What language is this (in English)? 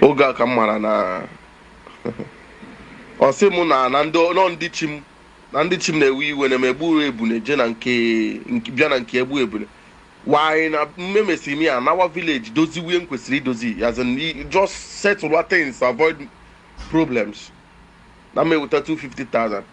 Igbo